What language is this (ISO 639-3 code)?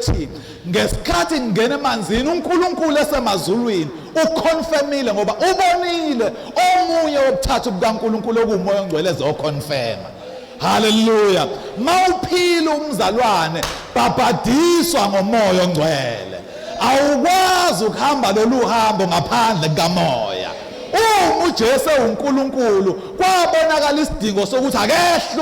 zul